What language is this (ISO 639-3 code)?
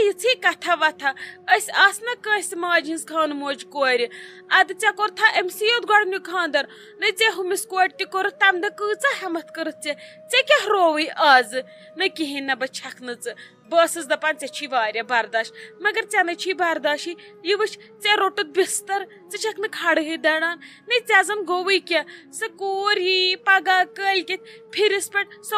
kas